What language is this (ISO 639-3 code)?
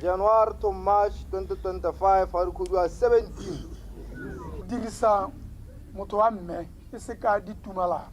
tsn